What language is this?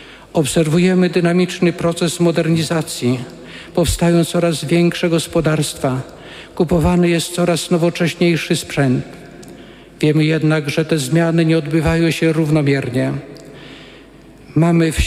Polish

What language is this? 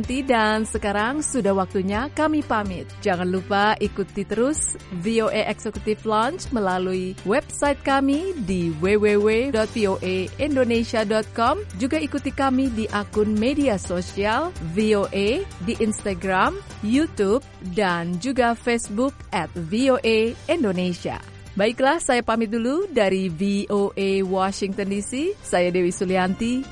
Indonesian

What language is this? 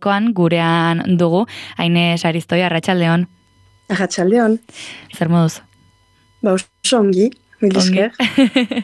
Basque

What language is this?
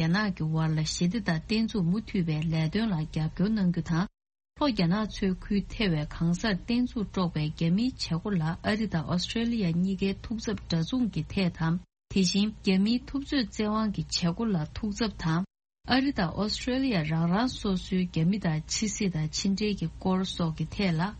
Tibetan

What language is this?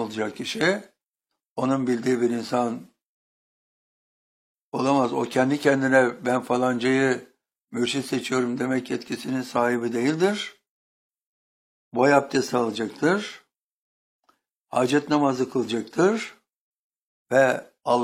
Turkish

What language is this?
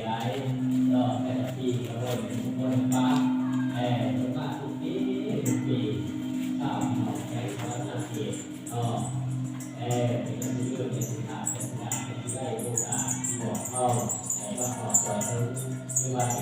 Lao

